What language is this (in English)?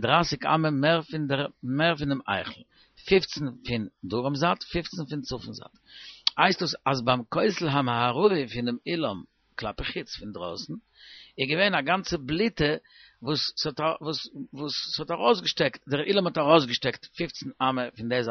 Yiddish